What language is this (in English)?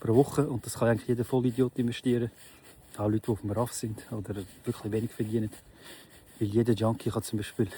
Swiss German